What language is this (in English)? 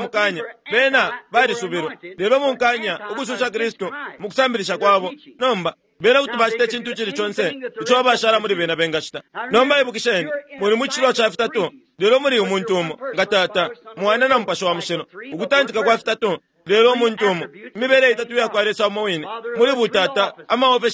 Bemba